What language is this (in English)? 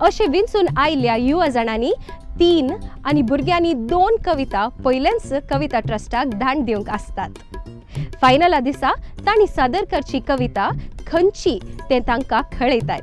Konkani